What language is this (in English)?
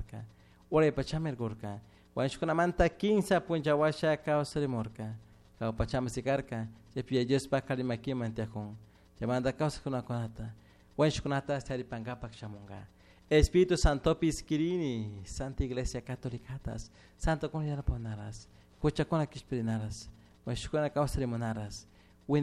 Chimborazo Highland Quichua